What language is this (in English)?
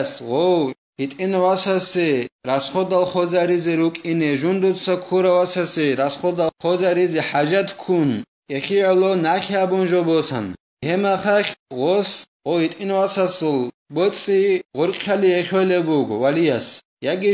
Avaric